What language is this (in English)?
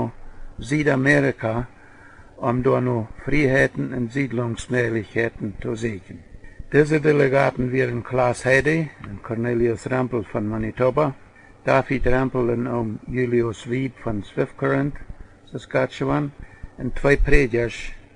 Plautdietsch